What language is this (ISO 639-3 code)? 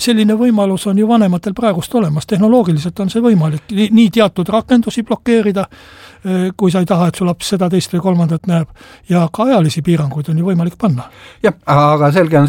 est